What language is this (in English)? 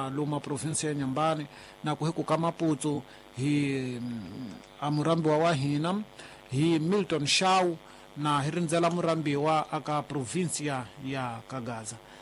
Tsonga